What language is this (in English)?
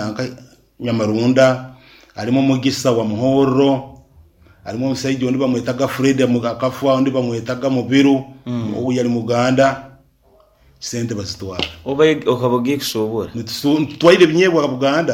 Nyankole